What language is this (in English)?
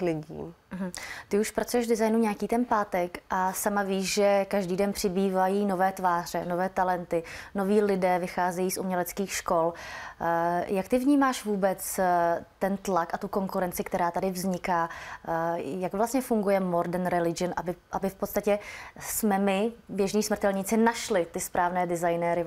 Czech